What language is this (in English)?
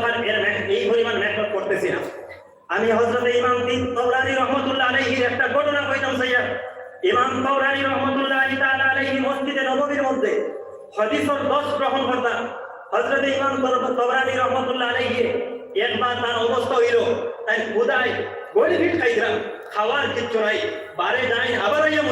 Sylheti